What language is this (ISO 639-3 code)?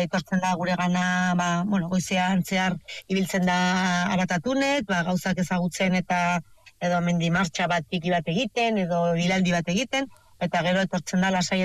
eus